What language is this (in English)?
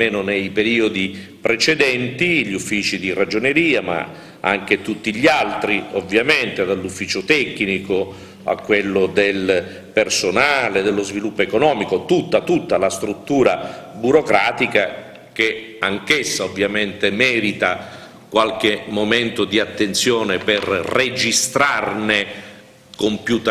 Italian